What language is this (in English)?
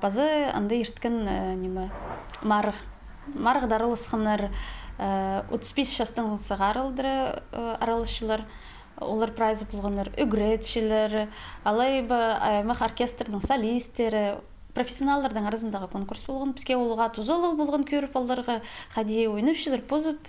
Khakas